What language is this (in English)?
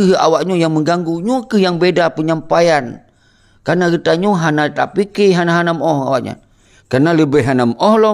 Achinese